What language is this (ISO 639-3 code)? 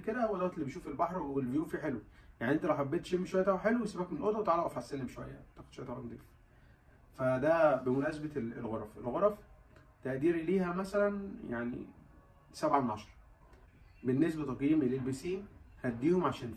arz